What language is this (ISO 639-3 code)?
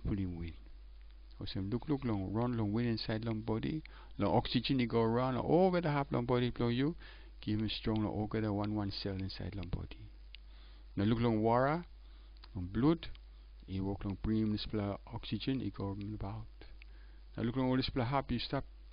tpi